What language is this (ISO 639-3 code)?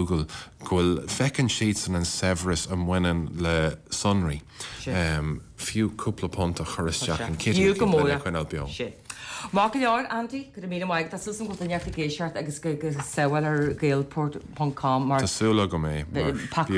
gle